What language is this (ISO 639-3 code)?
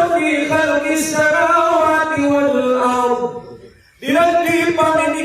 mrw